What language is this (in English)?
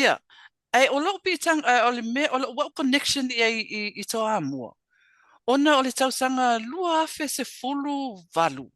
Samoan